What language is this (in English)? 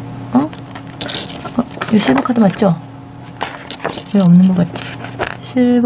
Korean